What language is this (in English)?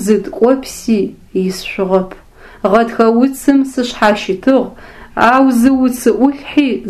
Adyghe